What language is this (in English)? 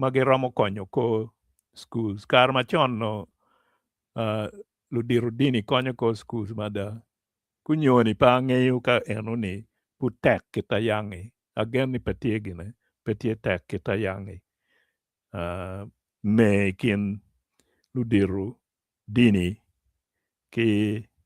Acoli